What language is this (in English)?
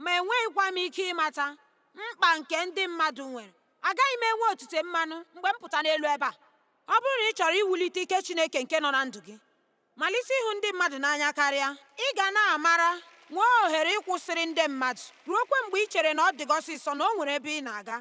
Igbo